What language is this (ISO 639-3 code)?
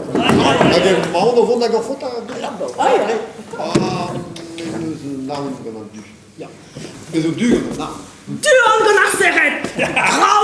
bre